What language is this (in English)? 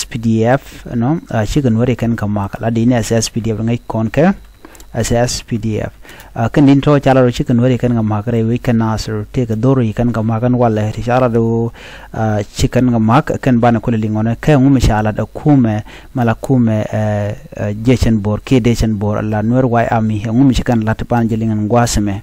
Nuer